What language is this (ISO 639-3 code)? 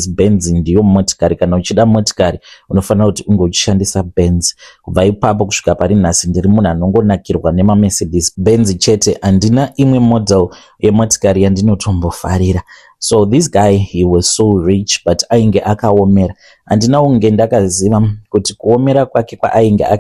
sna